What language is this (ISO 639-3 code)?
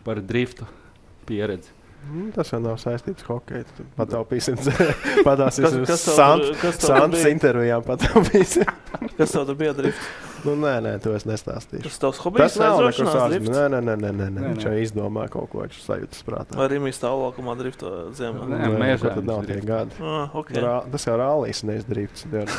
lav